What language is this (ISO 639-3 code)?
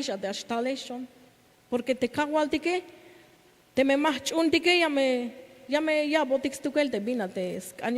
tzh